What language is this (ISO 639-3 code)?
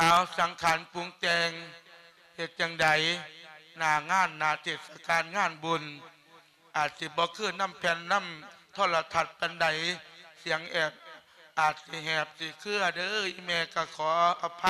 lao